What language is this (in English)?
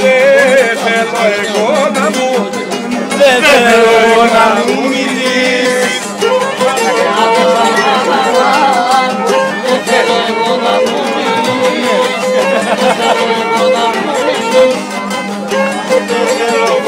Greek